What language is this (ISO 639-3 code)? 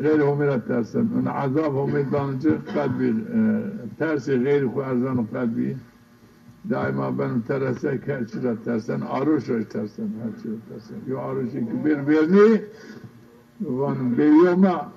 zza